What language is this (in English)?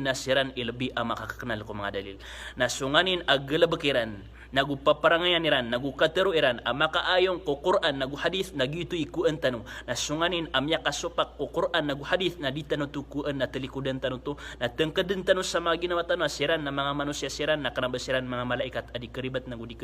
Maranao